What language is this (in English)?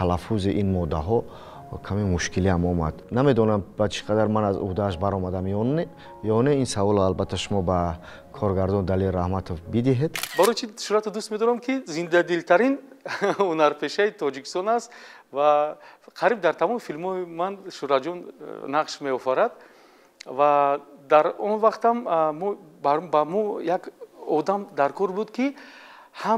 Tajik